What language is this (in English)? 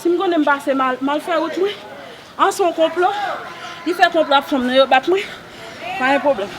Haitian Creole